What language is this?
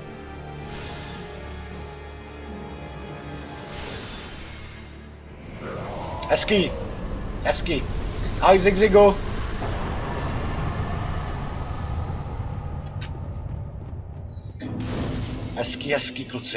Czech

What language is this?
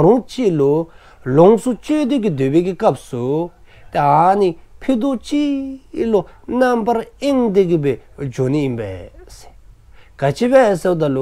Dzongkha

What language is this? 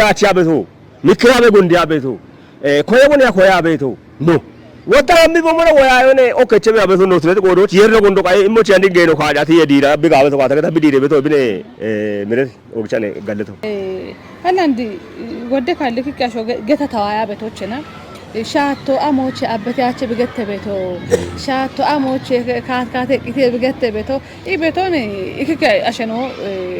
Kafa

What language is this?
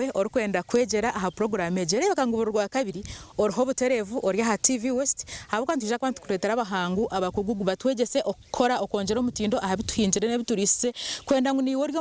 Nyankole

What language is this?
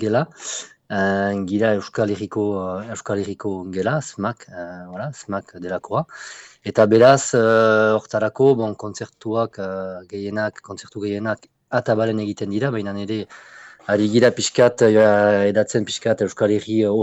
Basque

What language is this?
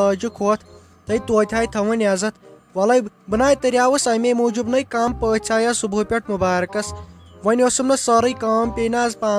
Kashmiri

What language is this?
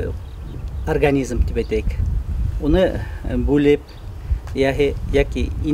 Bashkir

